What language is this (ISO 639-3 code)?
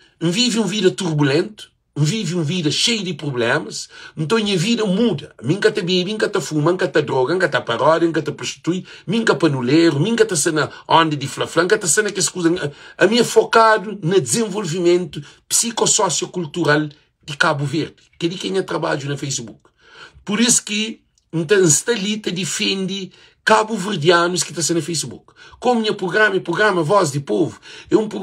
kea